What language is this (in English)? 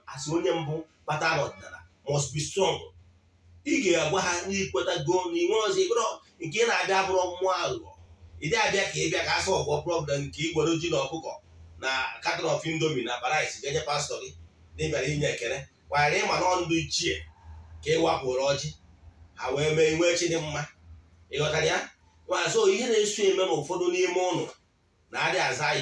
Igbo